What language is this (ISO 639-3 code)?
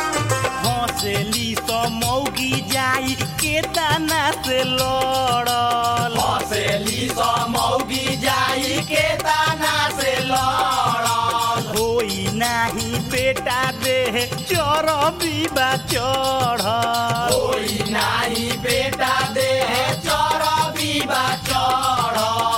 bho